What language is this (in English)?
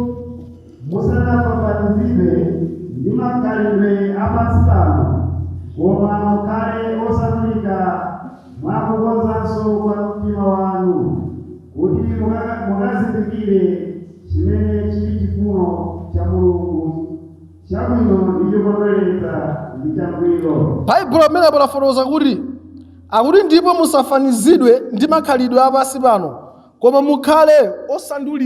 Nyanja